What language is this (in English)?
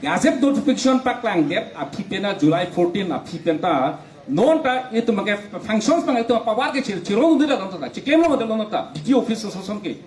Karbi